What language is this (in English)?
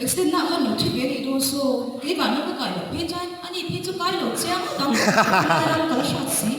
Mizo